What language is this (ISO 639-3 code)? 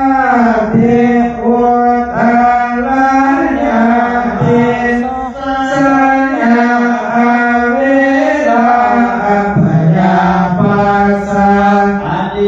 pli